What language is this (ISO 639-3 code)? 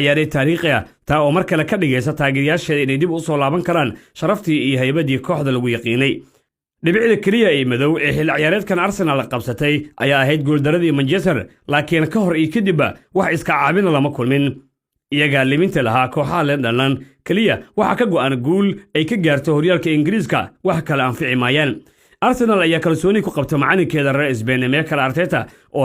som